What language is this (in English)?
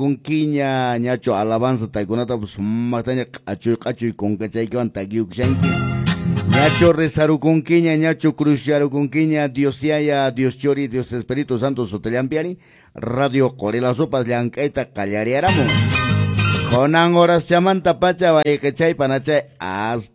Quechua